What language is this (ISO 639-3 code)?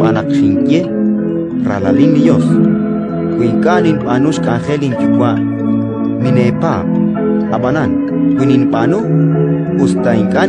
kek